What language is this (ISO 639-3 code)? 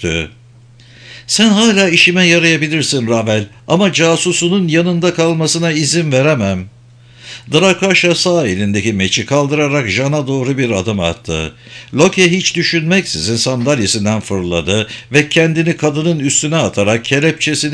tur